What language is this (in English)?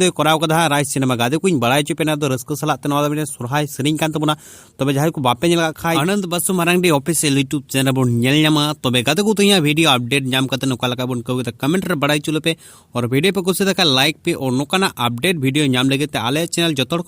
Santali